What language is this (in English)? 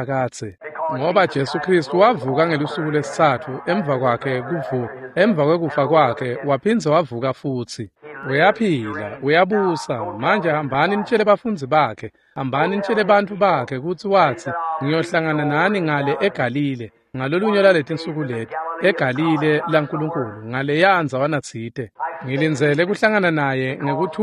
Swati